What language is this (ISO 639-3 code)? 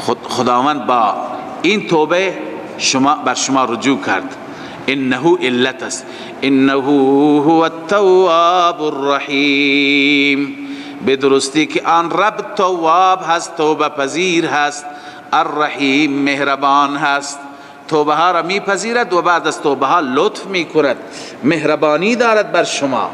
fas